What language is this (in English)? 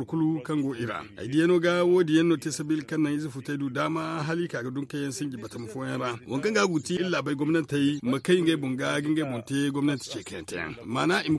Zarma